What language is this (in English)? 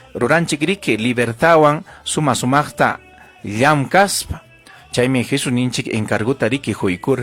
Ayacucho Quechua